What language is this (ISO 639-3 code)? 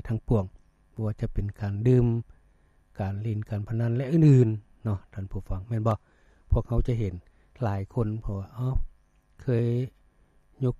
lao